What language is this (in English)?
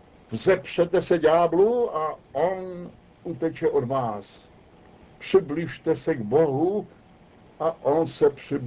Czech